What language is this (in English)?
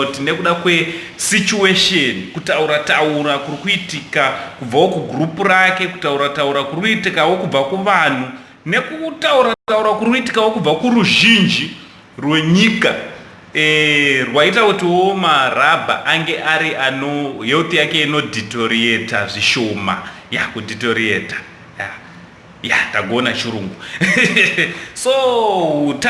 Shona